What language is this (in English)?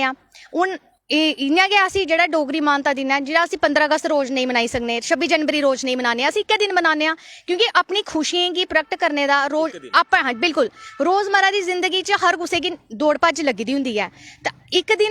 Dogri